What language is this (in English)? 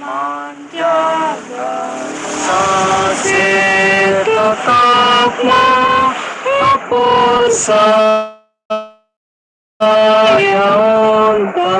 Batak Simalungun